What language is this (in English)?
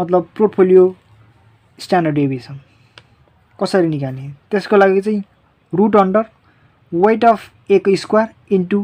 Nepali